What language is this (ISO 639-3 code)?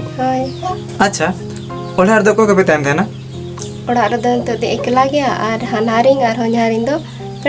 sat